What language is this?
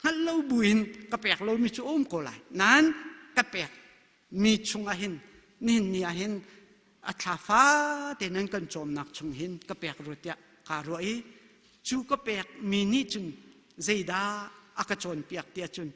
Hakha Chin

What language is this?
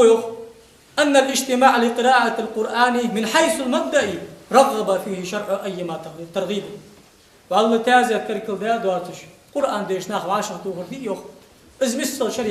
Ingush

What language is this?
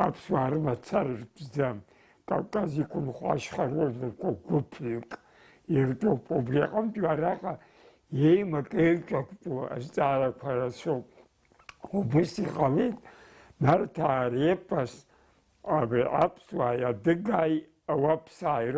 Abkhazian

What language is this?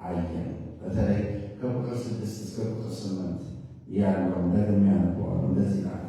Amharic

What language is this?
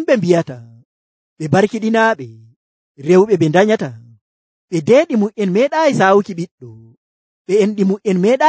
Nigerian Fulfulde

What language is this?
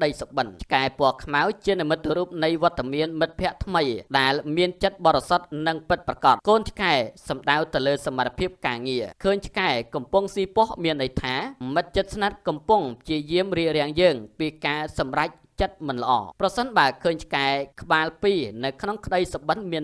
Khmer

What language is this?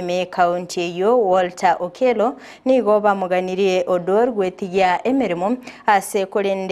Gusii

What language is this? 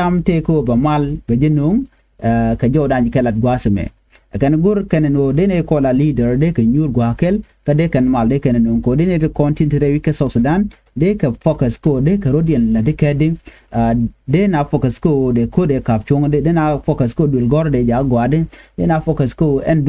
Nuer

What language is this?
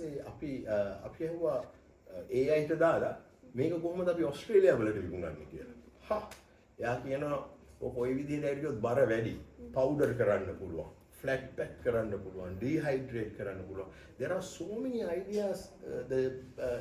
Sinhala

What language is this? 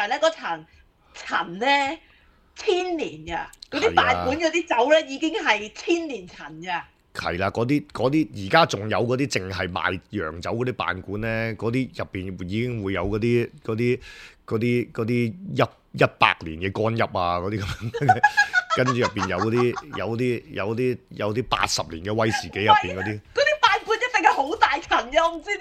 Cantonese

